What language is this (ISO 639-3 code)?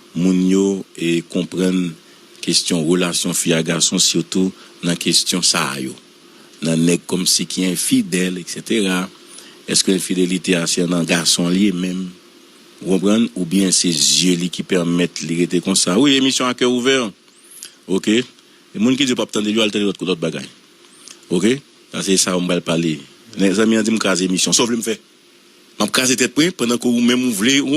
hat